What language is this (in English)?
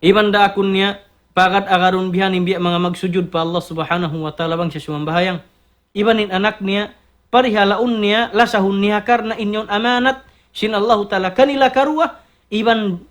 Tausug